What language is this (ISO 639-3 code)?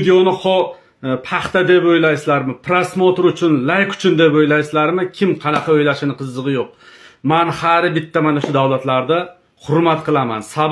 uzb